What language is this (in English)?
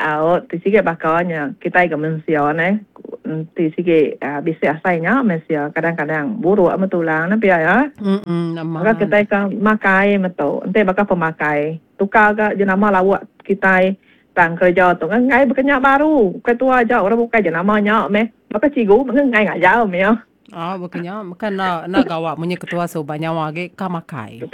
Iban